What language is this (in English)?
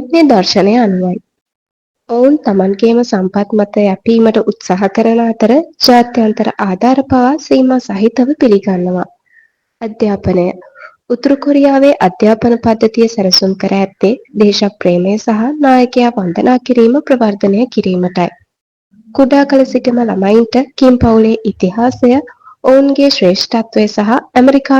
Sinhala